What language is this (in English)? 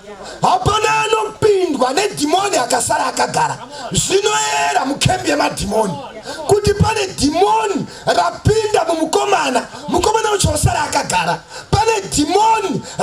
Shona